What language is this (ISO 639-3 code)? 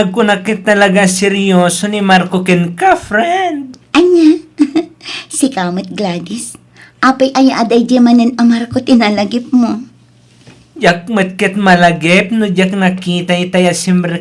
ilo